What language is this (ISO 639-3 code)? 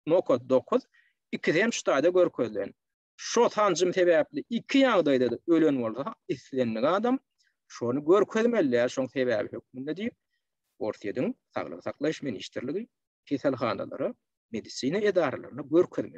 tuk